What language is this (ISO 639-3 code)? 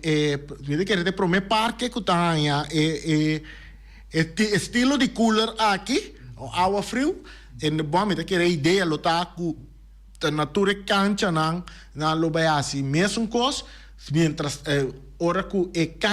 pap